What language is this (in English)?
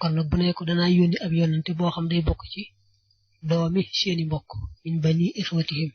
Wolof